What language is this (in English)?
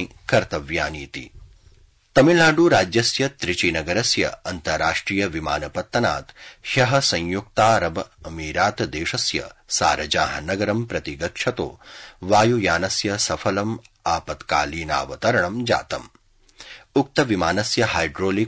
Sanskrit